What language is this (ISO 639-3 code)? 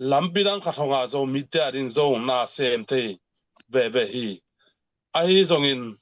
ctd